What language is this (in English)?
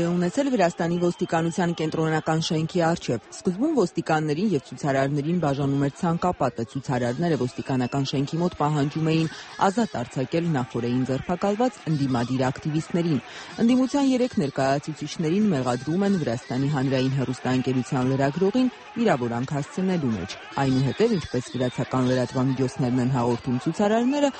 Armenian